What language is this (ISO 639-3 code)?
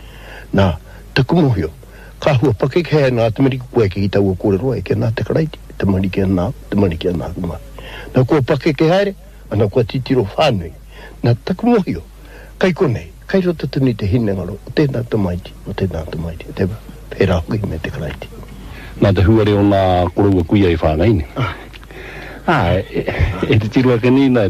mri